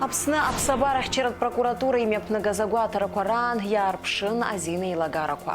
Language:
Abkhazian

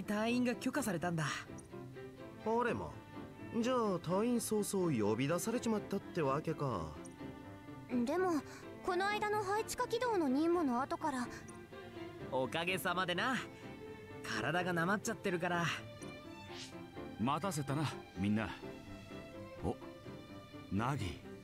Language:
Japanese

